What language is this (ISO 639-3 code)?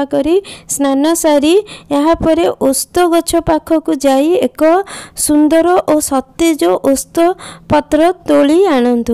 ori